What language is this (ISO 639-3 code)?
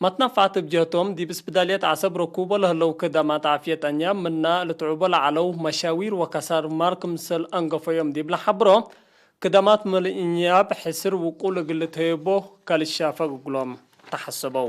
tig